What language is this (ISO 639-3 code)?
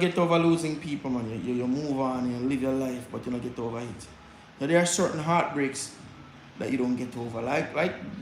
jam